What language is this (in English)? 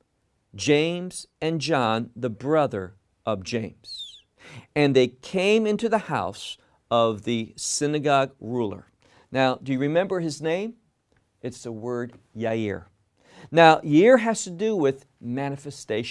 English